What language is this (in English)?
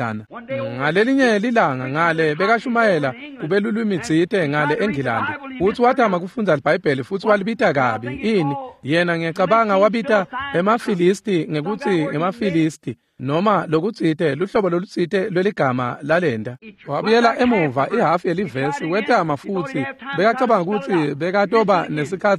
Swati